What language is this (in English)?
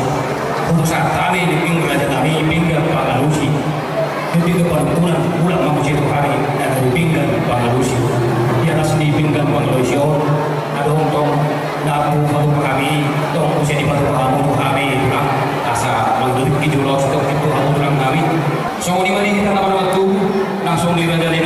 Batak Toba